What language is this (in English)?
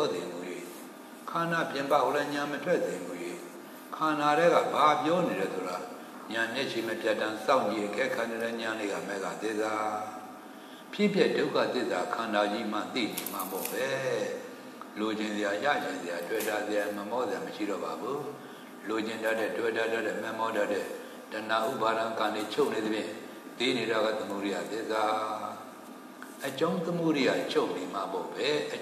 Burmese